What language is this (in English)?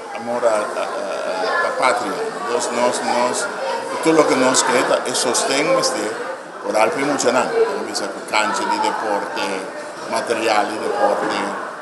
Papiamento